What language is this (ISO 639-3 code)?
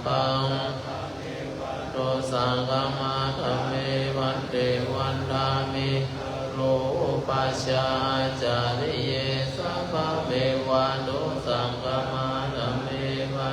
pli